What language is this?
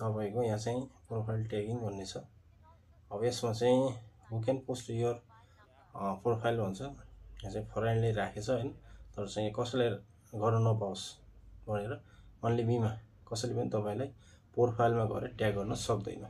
Nepali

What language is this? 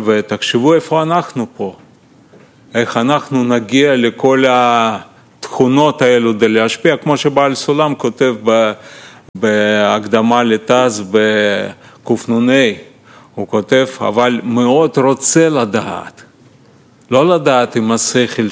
Hebrew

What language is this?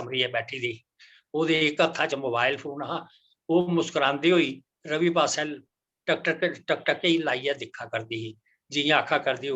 Dogri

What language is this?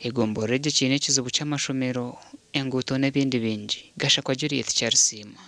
Nyankole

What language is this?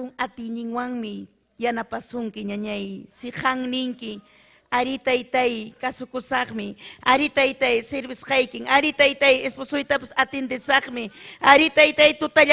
Ayacucho Quechua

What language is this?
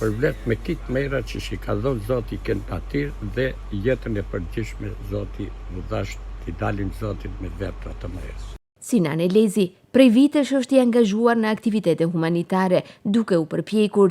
Albanian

